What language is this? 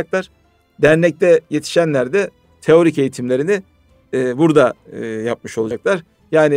Turkish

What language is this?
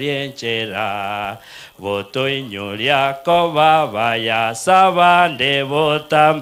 Gusii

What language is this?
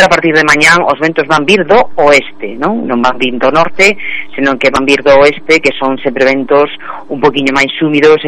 Galician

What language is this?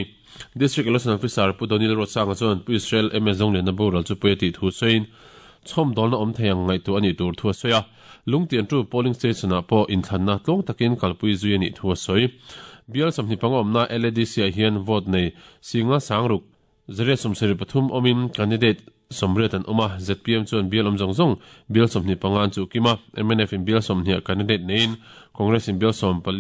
Mizo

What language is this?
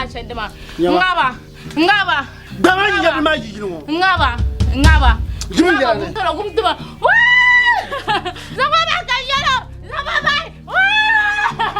Dagbani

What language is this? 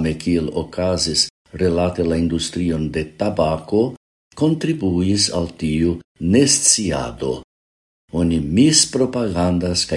Esperanto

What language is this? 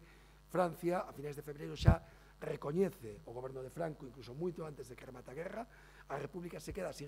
Galician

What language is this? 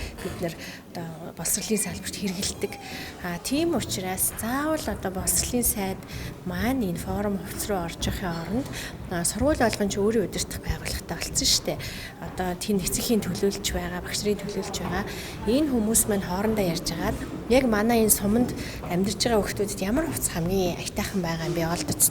Mongolian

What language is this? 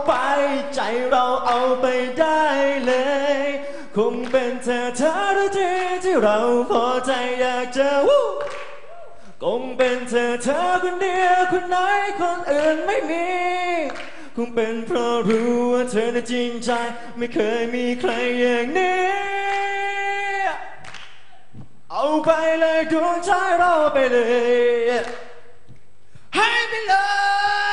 Thai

